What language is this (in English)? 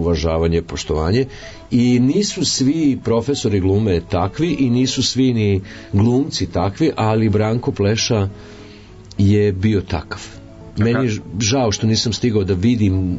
Serbian